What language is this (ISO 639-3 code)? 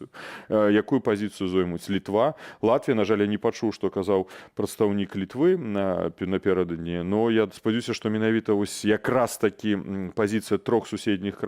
bel